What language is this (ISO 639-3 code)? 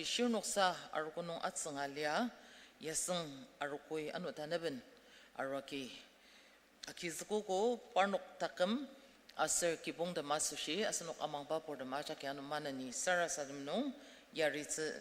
njo